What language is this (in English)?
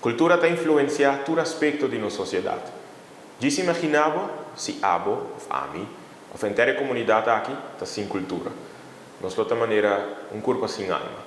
Papiamento